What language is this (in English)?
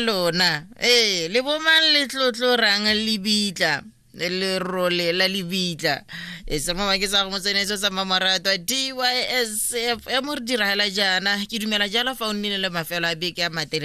Tswana